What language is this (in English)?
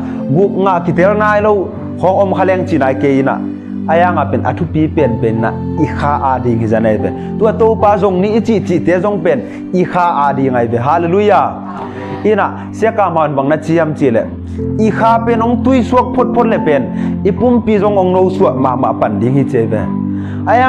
Tedim Chin